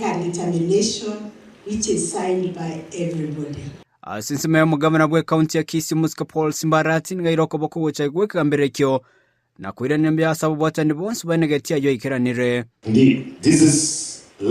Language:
Gusii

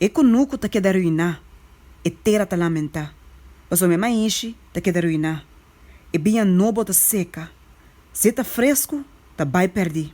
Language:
Papiamento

